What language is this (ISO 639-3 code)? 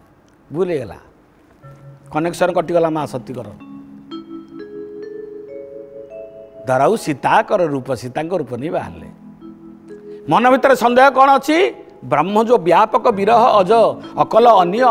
ori